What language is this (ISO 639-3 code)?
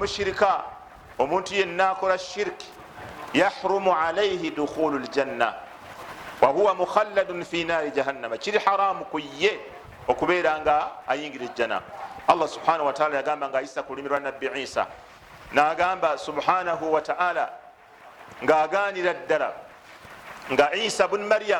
lug